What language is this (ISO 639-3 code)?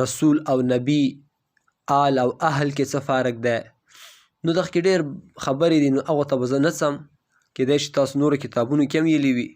pus